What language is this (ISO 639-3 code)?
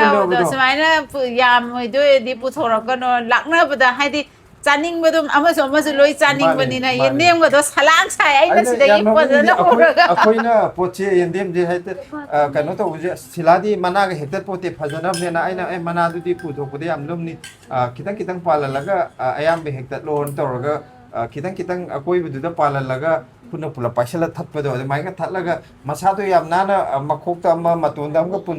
mni